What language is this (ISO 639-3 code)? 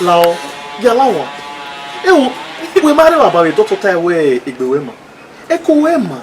bin